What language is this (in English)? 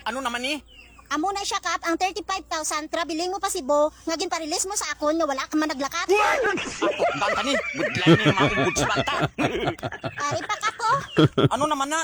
Hiligaynon